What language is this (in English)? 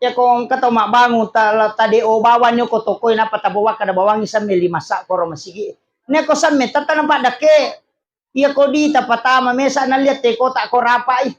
Buginese